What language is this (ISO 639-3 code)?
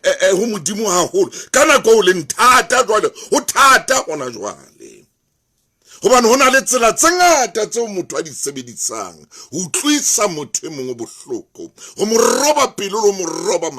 sot